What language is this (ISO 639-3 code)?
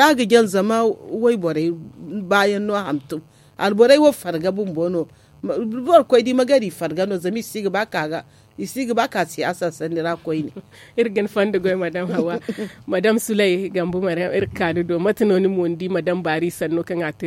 dje